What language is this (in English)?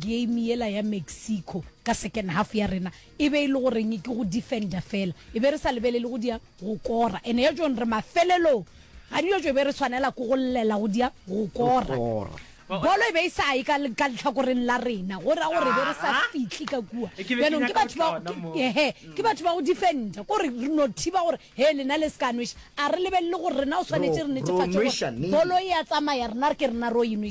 Northern Sotho